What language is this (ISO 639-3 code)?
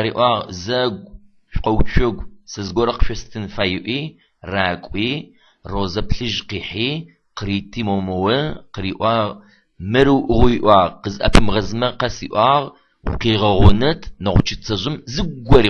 ady